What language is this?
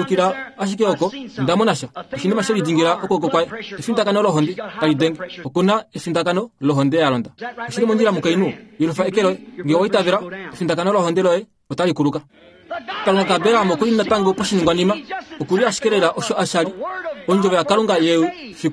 Kuanyama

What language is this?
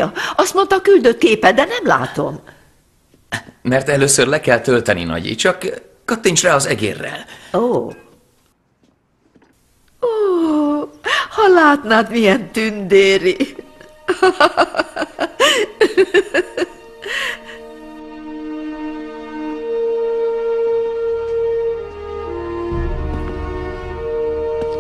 Hungarian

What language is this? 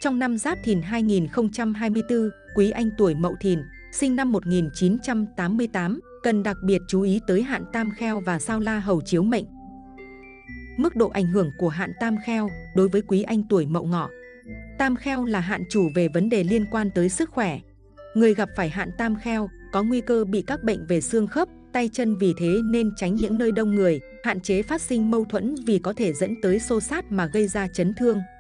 Vietnamese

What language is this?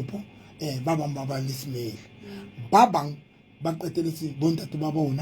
Southern Sotho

